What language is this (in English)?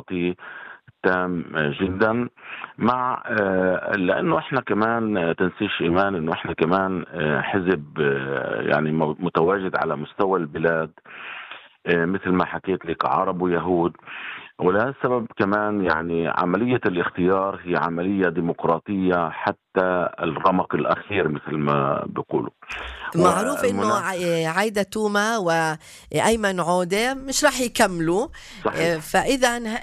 North Levantine Arabic